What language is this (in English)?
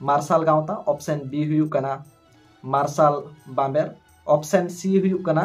Santali